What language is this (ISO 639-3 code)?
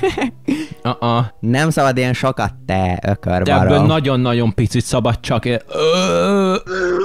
hun